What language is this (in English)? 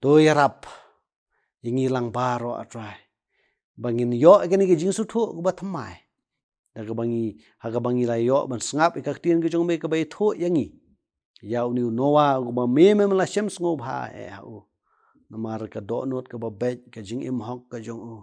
Khasi